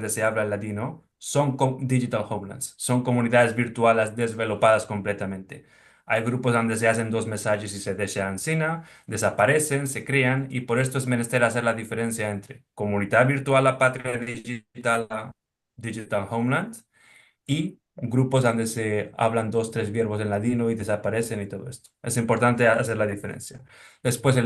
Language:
Ladino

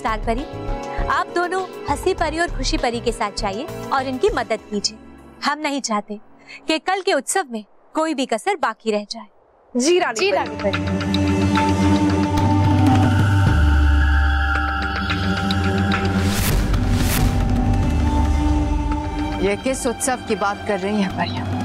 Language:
Hindi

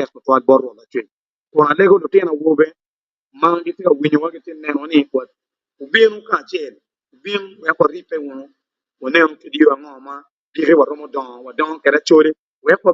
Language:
Acoli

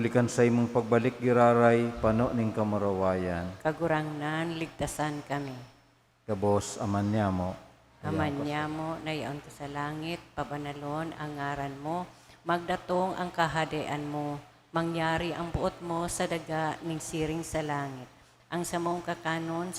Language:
Bikol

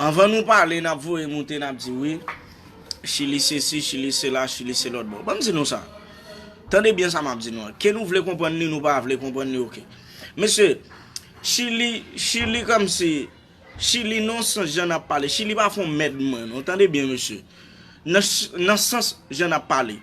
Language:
Haitian Creole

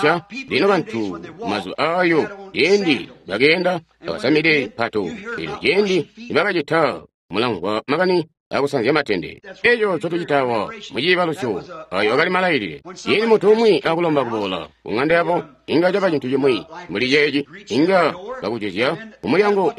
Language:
Tonga (Zambia)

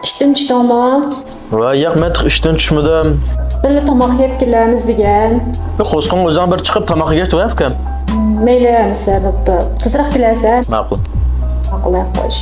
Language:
Uyghur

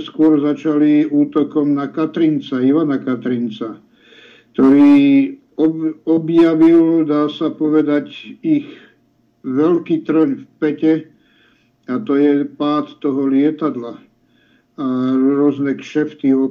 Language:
Slovak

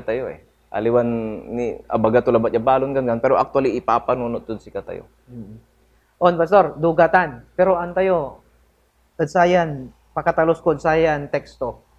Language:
Pangasinan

